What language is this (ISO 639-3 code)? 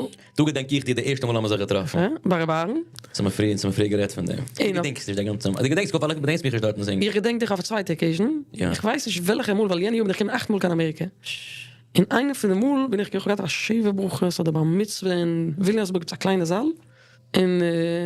yid